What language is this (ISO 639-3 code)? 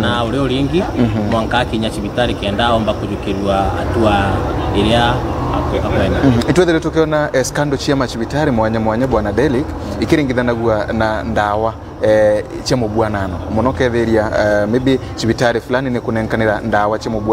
mer